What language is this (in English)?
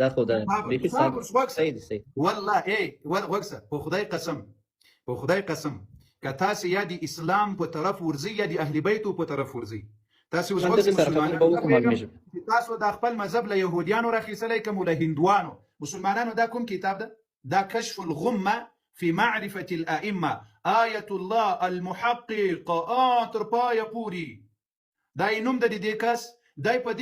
Pashto